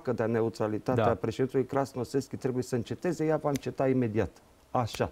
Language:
Romanian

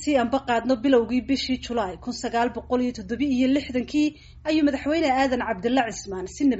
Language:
Somali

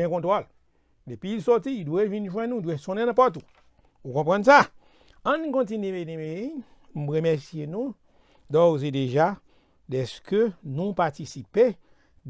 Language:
Haitian Creole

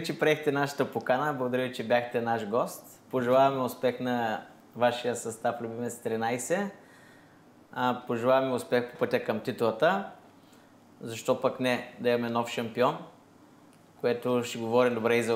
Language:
Bulgarian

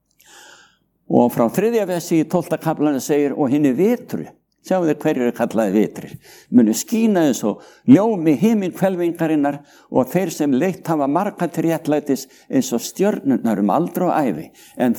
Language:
Icelandic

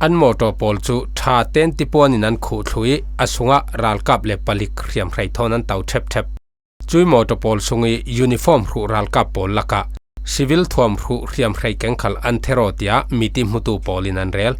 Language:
Falam Chin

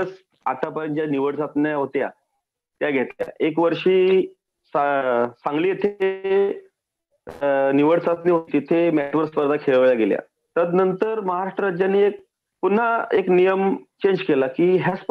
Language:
Marathi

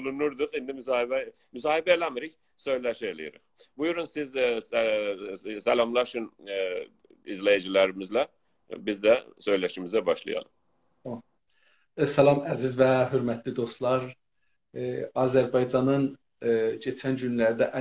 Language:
South Azerbaijani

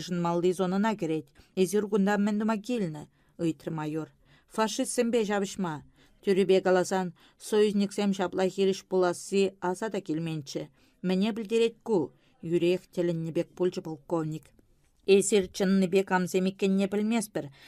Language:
Chuvash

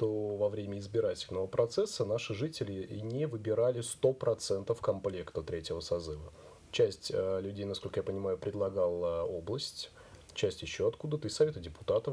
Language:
Russian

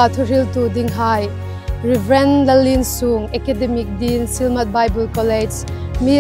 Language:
Hmar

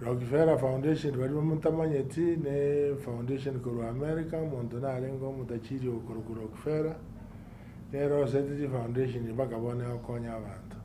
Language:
Gusii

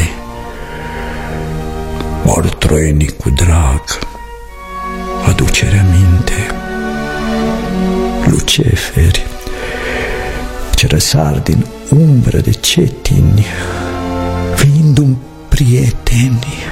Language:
Romanian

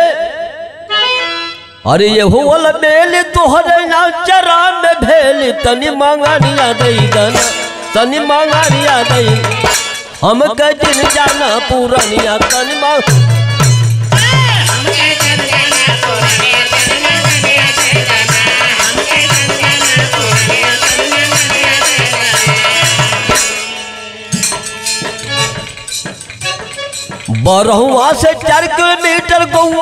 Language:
Bhojpuri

